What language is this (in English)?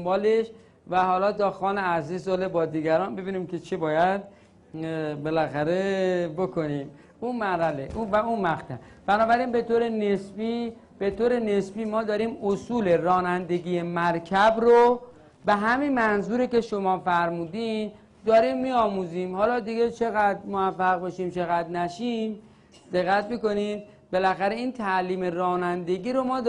Persian